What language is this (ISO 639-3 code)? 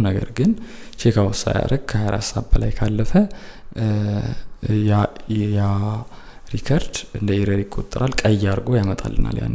amh